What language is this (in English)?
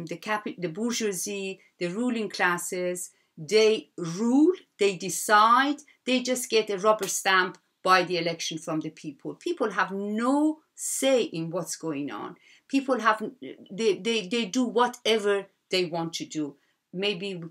English